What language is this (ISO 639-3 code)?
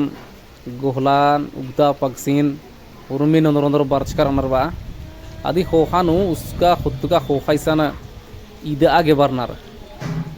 kru